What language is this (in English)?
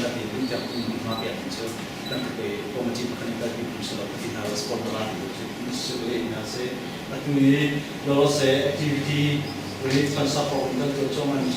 Hakha Chin